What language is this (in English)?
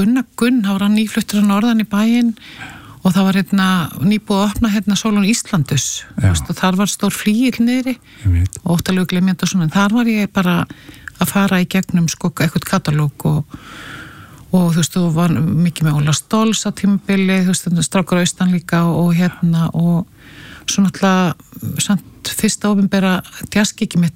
Icelandic